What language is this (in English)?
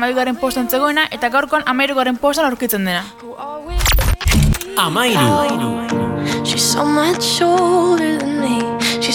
Basque